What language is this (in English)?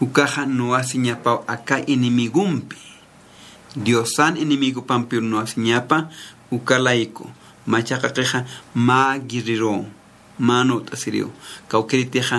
Aymara